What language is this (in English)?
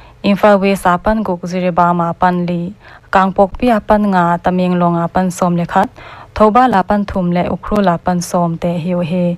Paite Chin